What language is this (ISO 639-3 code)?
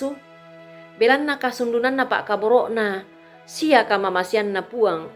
sda